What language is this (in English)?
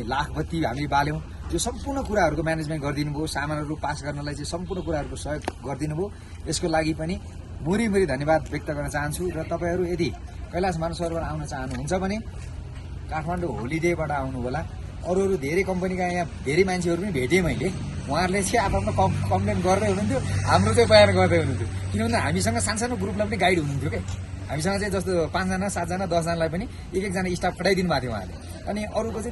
Nepali